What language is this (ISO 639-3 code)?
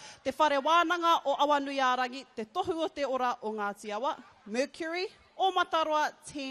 mri